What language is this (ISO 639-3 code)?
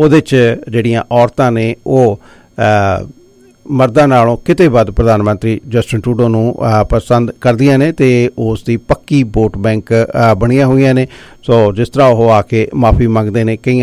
pan